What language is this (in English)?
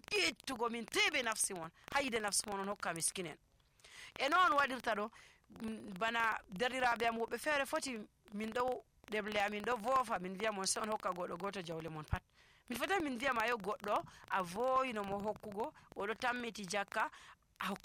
Nigerian Fulfulde